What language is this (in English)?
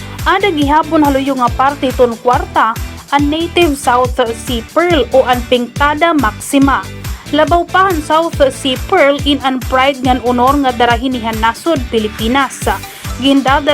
Waray